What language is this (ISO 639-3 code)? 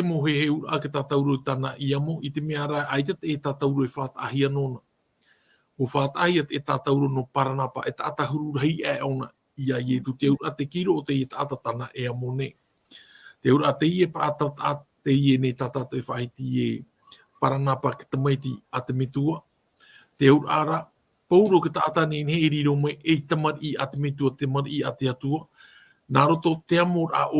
tah